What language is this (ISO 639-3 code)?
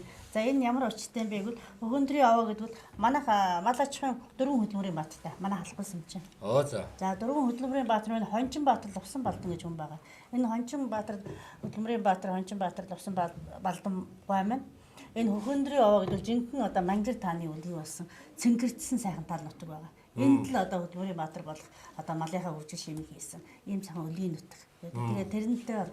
mon